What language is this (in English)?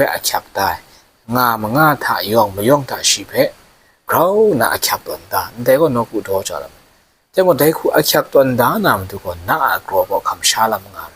Kachin